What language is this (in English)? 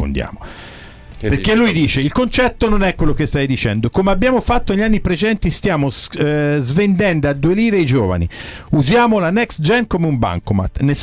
Italian